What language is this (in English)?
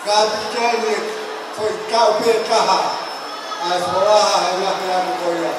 Tongan